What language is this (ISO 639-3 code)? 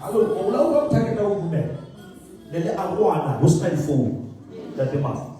sot